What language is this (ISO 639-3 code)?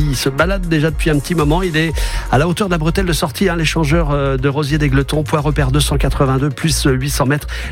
fra